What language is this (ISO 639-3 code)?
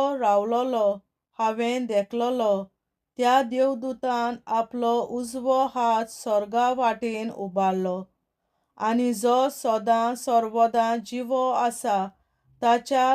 kok